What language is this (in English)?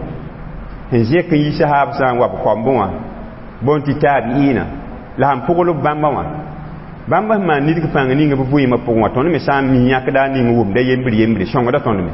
Mossi